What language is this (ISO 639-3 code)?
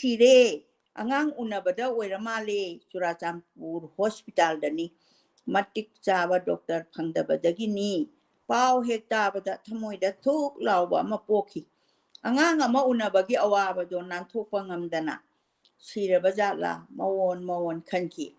mni